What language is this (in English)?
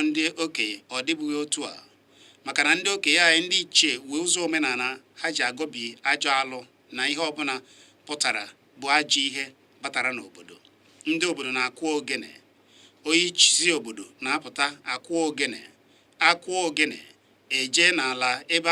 Igbo